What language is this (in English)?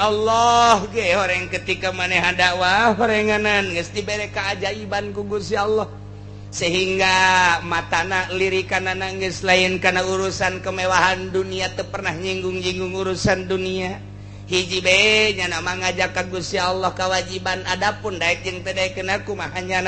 Sundanese